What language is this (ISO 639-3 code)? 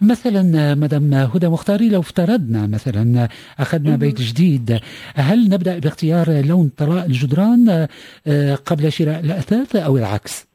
ary